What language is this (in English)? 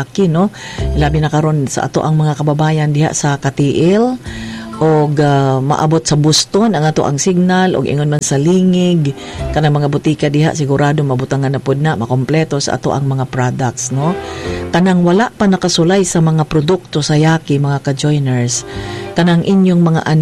Cebuano